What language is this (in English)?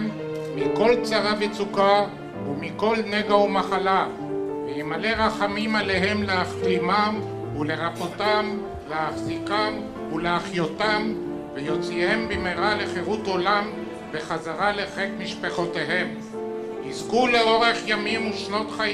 Hebrew